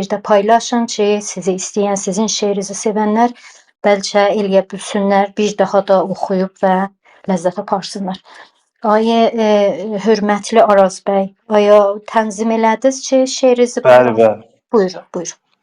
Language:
South Azerbaijani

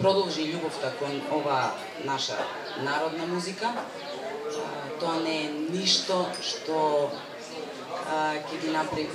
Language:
Macedonian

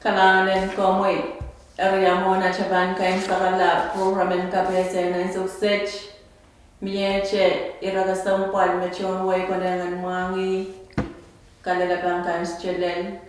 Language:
Pohnpeian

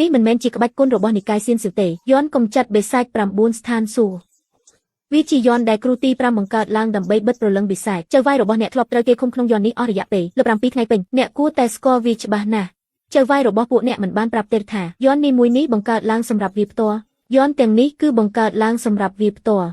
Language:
Khmer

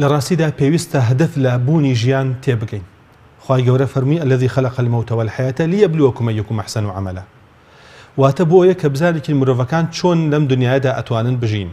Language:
Central Kurdish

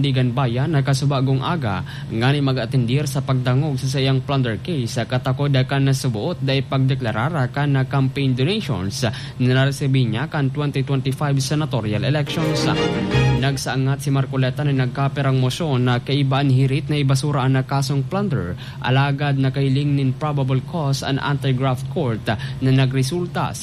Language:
Bikol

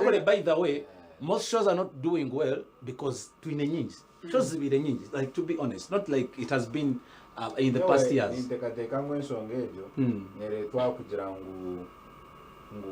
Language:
Nyankole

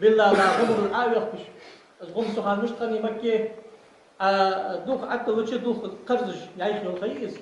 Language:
Ingush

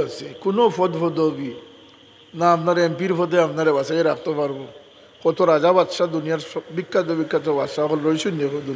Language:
Sylheti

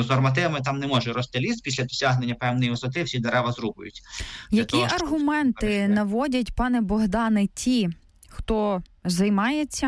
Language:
Ukrainian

